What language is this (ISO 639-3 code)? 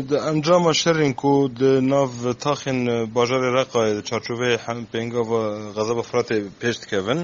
kur